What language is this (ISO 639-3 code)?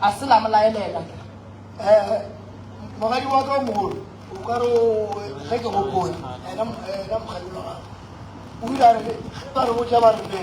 nso